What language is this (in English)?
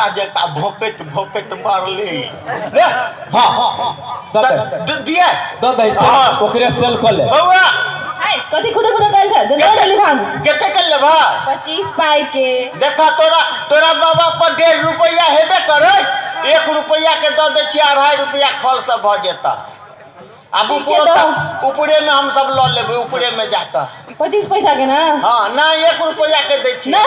Maithili